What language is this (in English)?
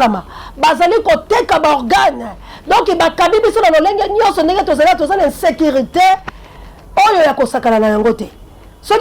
Lingala